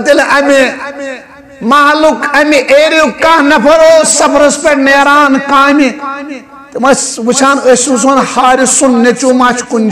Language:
Kashmiri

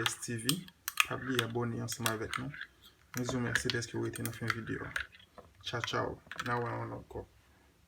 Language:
Haitian Creole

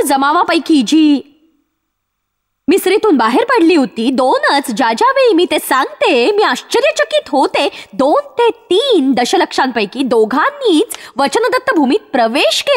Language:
Marathi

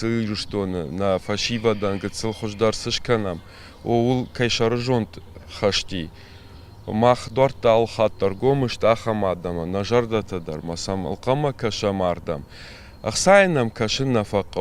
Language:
Ossetic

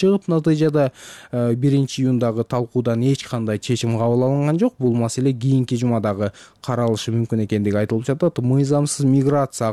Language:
Kyrgyz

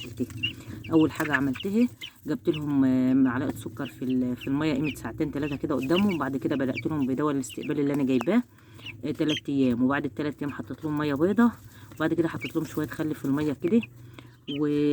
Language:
Egyptian Arabic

